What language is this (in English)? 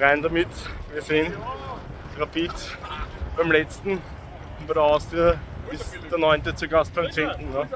Bavarian